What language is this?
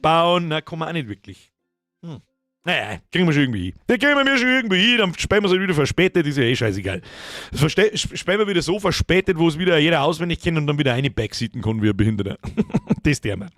Bavarian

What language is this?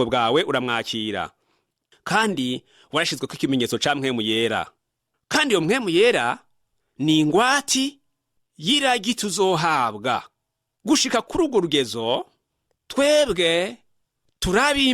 Rundi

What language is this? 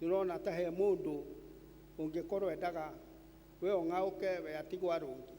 Kikuyu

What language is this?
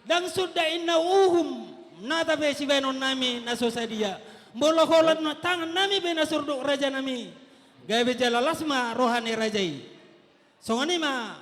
Batak Toba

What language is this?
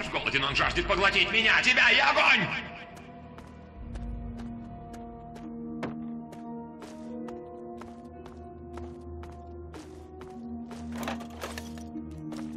Russian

